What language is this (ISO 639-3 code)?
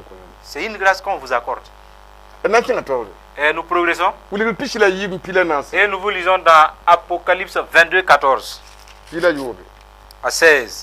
mos